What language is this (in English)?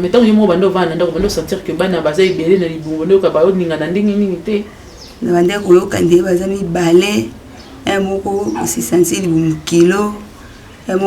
Lingala